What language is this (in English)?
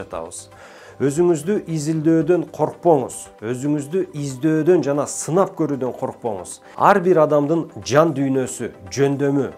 Kyrgyz